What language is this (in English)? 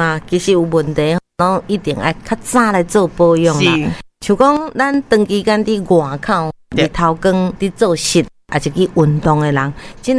Min Nan Chinese